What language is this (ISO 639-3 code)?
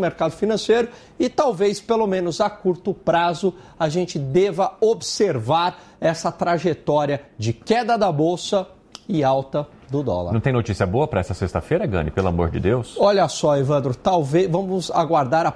por